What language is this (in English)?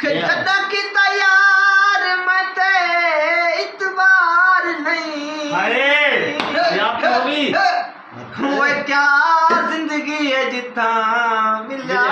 Saraiki